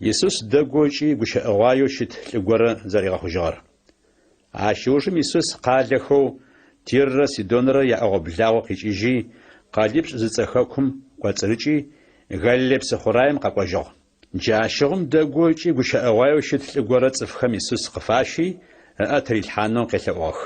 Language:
Adyghe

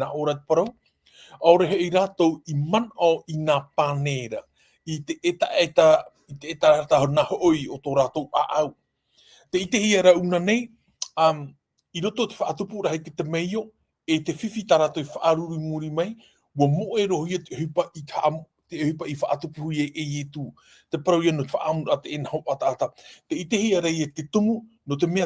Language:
Tahitian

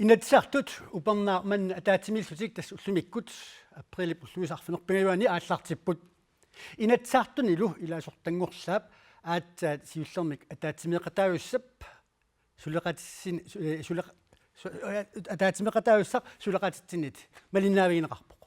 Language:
Kalaallisut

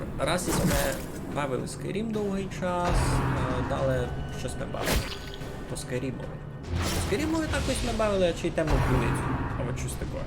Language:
Rusyn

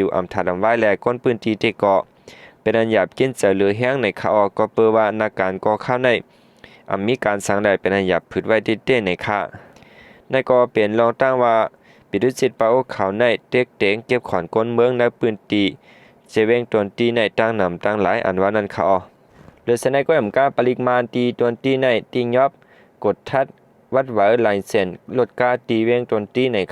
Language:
Shan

